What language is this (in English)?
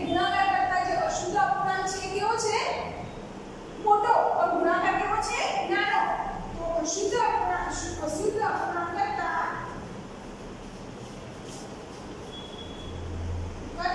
Gujarati